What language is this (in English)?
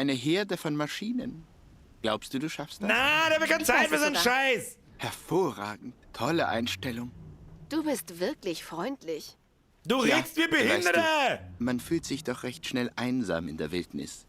Bavarian